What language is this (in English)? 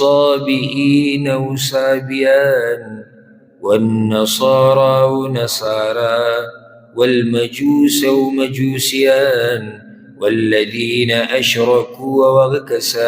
Pashto